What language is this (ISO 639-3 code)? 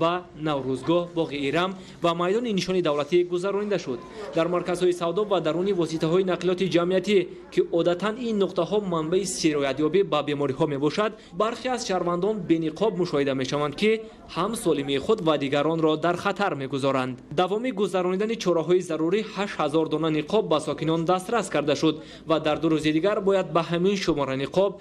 tgk